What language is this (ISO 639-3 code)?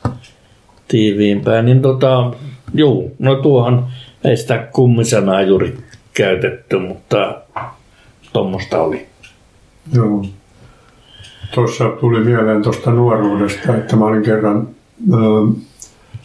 fin